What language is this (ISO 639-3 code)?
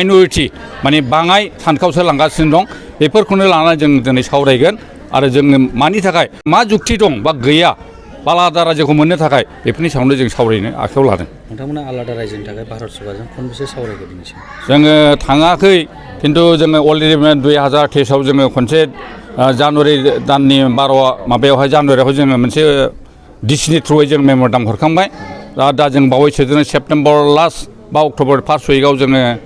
brx